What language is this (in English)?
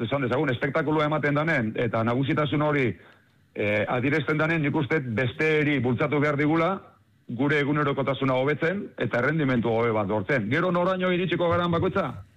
Basque